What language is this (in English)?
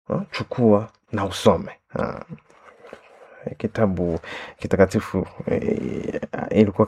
Swahili